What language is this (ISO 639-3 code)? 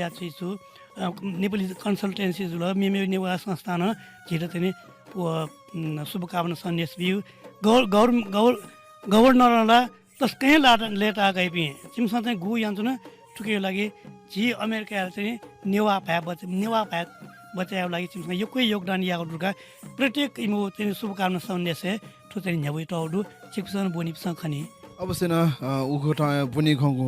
new